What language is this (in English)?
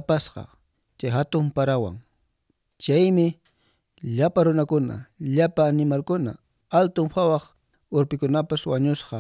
Quechua